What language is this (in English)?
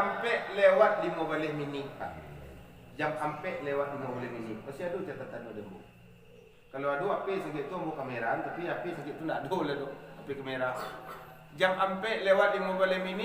Minangkabau